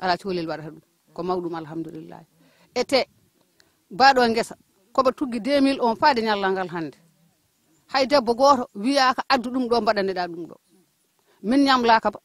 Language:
Fula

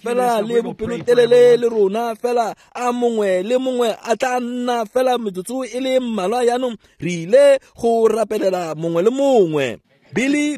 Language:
Tswana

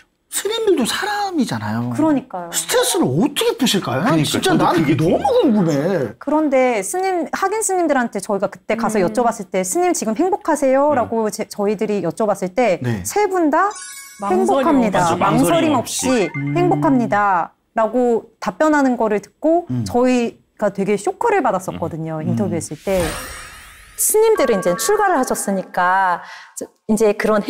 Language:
Korean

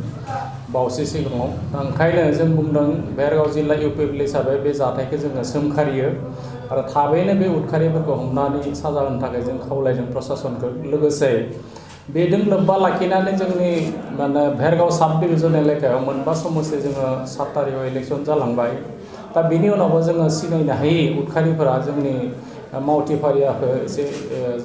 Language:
Bodo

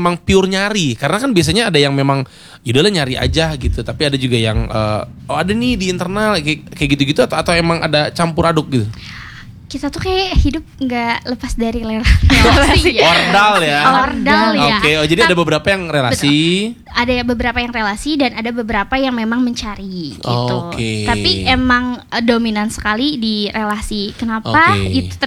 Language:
Indonesian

